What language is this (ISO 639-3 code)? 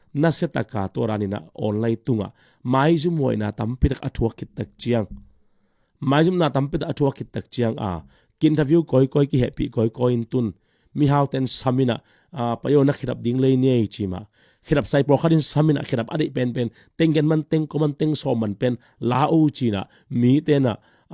ctd